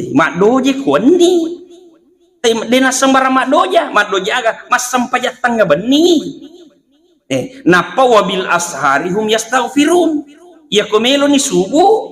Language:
Buginese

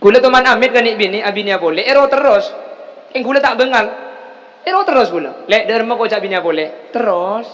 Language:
Madurese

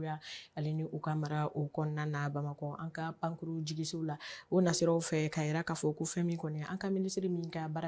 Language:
Bambara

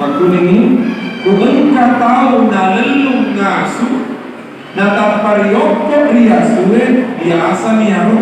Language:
Buginese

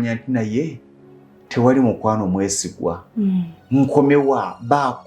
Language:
Ganda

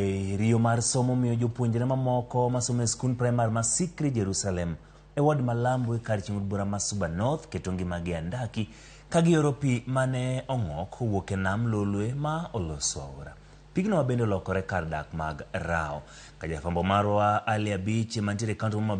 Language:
Luo (Kenya and Tanzania)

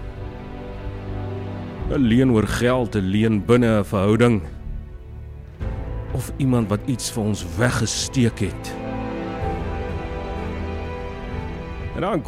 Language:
Afrikaans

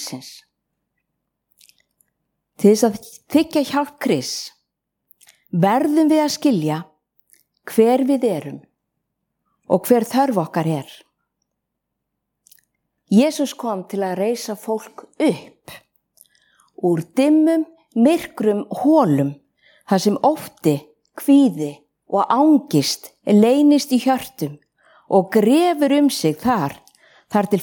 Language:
Icelandic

